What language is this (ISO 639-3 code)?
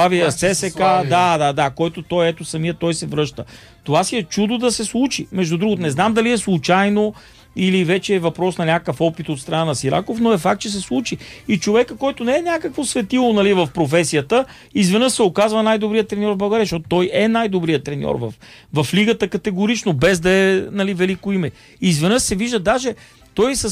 bul